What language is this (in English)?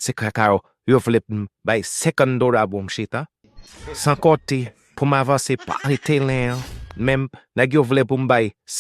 Haitian Creole